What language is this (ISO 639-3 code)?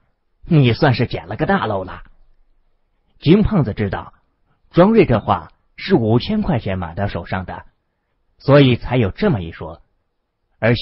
zho